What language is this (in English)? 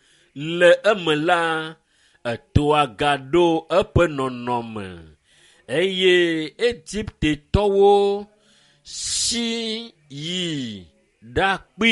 Ewe